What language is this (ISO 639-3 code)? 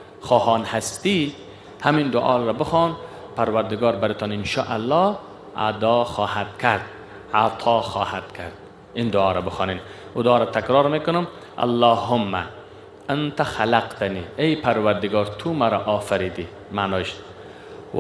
fas